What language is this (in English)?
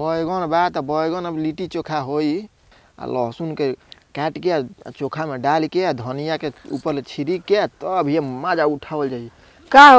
Bhojpuri